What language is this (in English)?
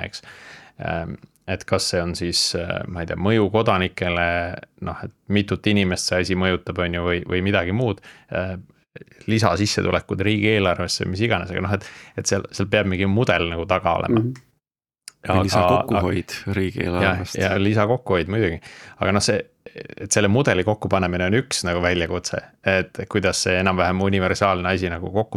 Estonian